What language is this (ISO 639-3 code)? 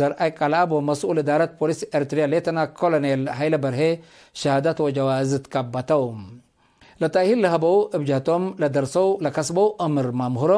tig